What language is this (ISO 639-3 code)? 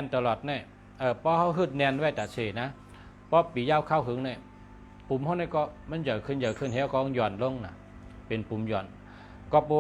shn